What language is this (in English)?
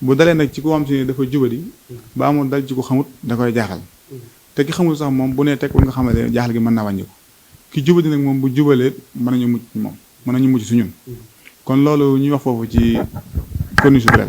Wolof